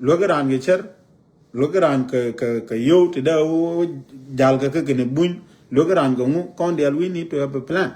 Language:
Nuer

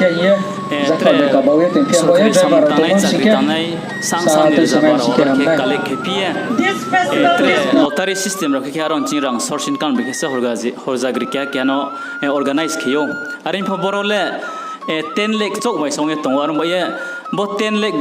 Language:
Riang (India)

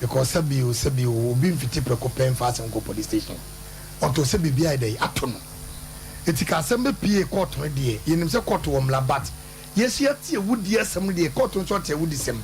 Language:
Akan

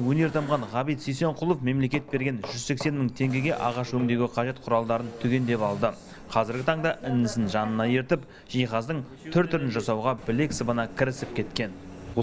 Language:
Kazakh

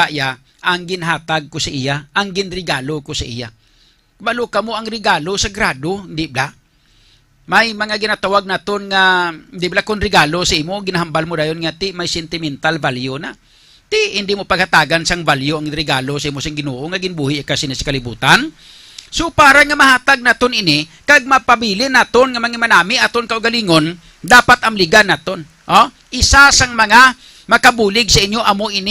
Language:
Hiligaynon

